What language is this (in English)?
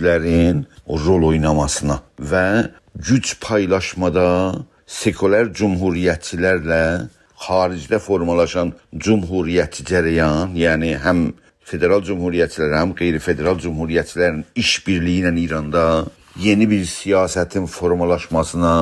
South Azerbaijani